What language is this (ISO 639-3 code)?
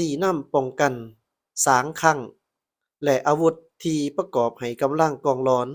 lao